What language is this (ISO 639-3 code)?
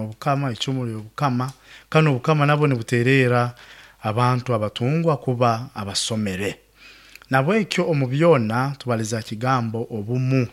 nyo